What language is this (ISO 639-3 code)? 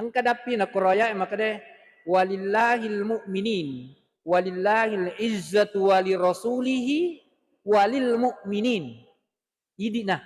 bug